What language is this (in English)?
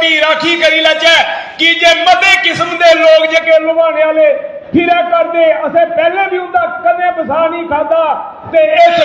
Dogri